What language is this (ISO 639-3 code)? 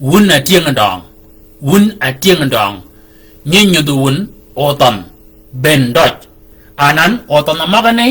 shk